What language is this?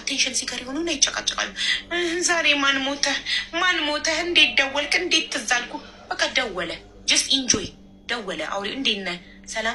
Amharic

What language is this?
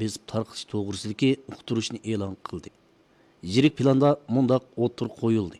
Uyghur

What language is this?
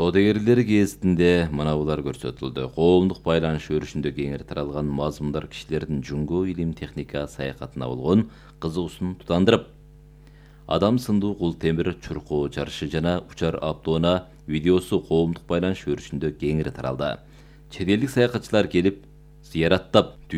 Kyrgyz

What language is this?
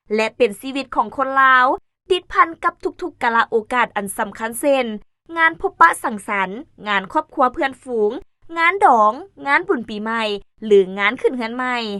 Lao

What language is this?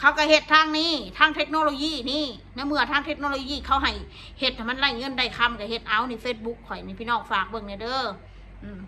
Northeastern Thai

